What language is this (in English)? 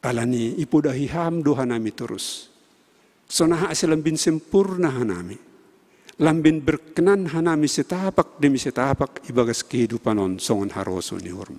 Batak Simalungun